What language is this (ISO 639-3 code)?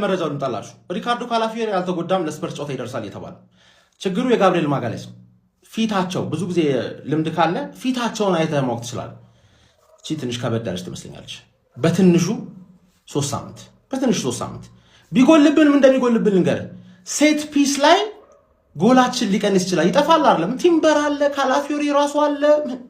amh